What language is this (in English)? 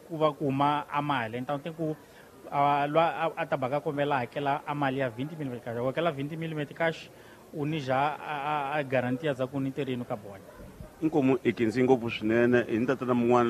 Tsonga